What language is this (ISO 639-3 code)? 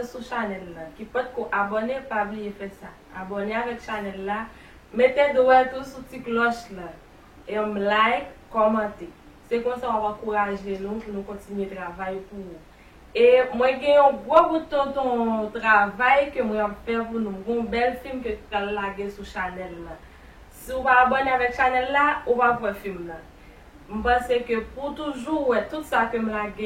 hat